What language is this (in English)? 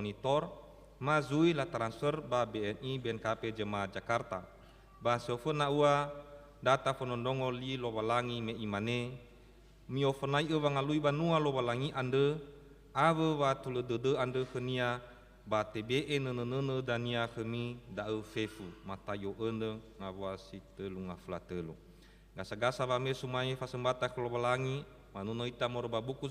Nias